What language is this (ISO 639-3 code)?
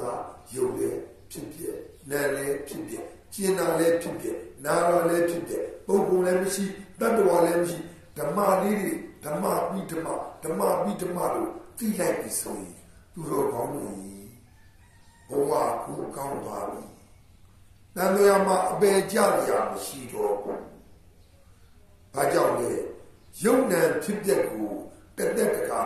mya